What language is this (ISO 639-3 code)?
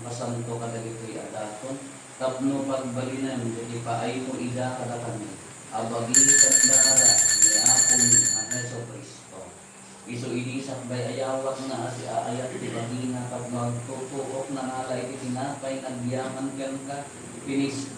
ilo